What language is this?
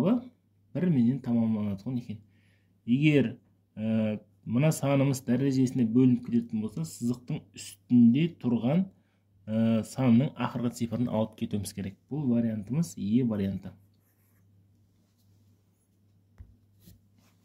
Kazakh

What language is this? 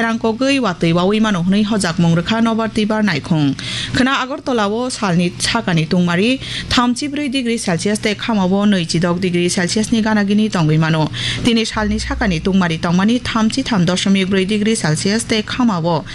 Kok Borok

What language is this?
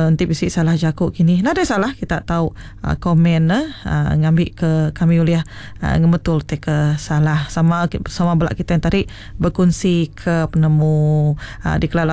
Iban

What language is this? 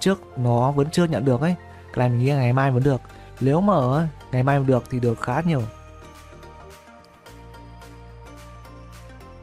Vietnamese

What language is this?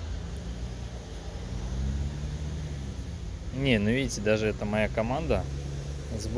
Russian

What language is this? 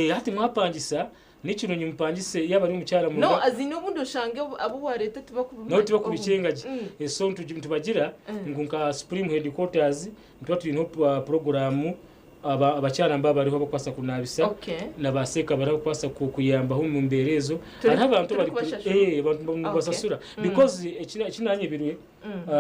Nyankole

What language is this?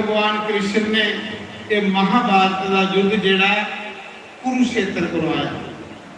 Dogri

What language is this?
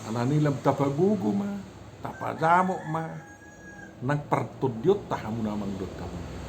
Batak Toba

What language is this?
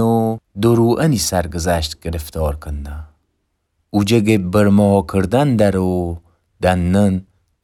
Gilaki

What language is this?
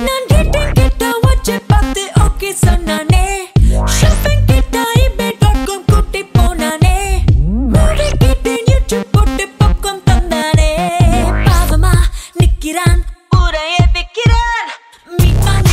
Tamil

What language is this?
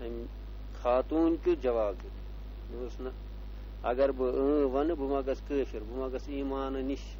Kashmiri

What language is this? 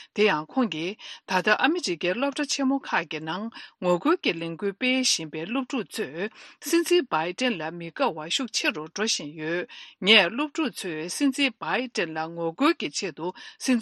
Tibetan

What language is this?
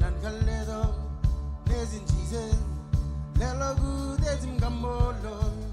Marshallese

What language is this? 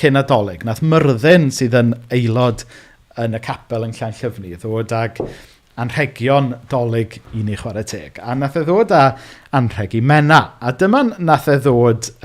Welsh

